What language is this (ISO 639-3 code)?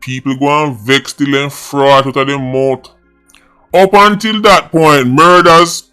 jam